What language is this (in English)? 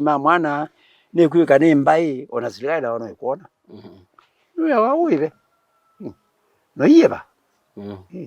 Kamba